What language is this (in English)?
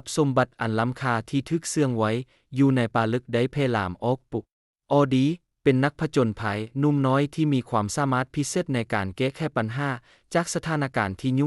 Lao